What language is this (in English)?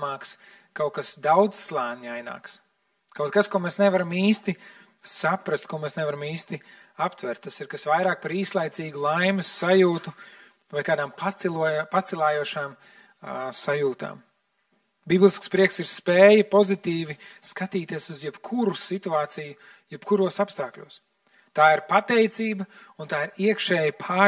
Latvian